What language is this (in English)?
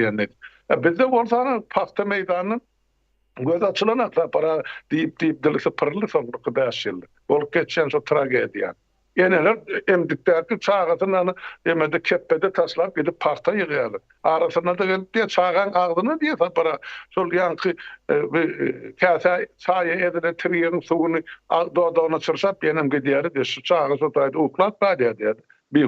Turkmen